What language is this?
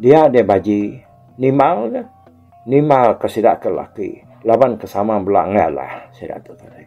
Iban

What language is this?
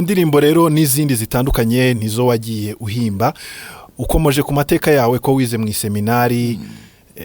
Kinyarwanda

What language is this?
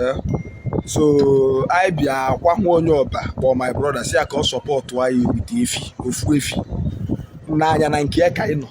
Igbo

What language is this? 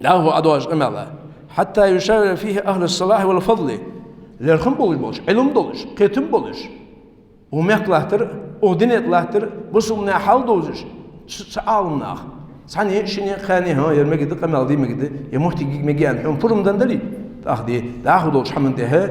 Ingush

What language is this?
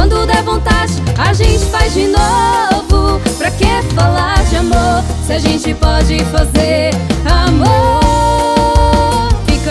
Portuguese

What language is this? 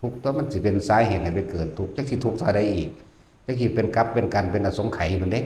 Northeastern Thai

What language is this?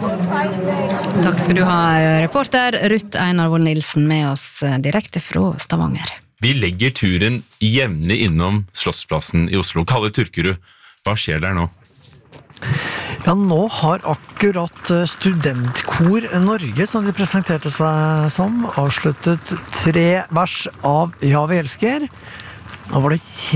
Norwegian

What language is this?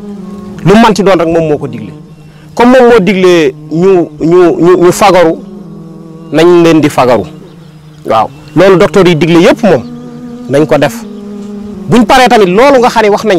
Wolof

